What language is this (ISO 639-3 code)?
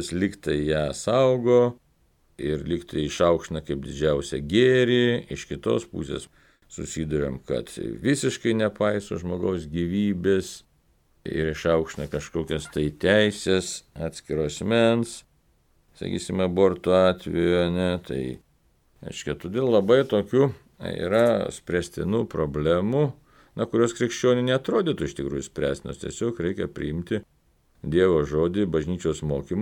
lit